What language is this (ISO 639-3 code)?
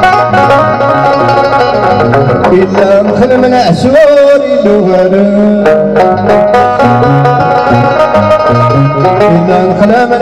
shi